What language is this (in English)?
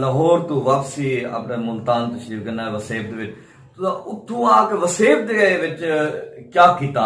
Saraiki